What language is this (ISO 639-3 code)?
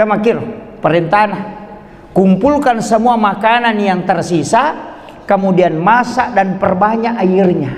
bug